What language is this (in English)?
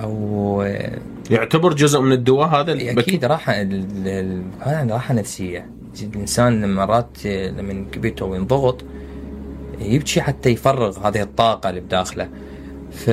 Mesopotamian Arabic